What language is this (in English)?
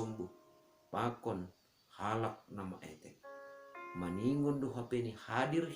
Batak Simalungun